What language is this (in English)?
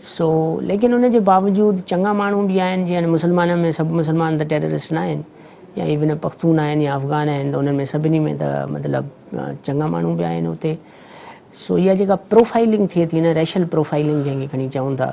Sindhi